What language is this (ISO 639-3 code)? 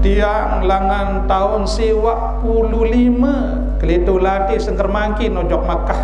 sas